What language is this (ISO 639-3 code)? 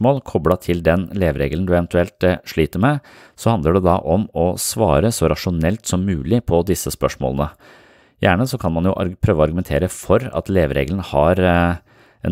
nor